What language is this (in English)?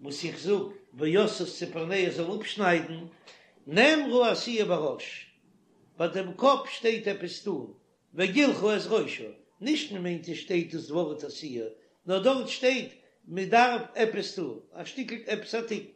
Yiddish